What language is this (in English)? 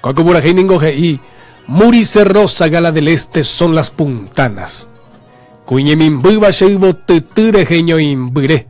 Guarani